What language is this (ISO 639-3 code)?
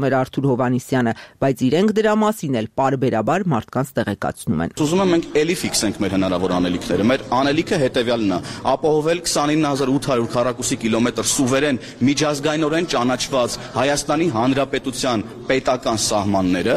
hye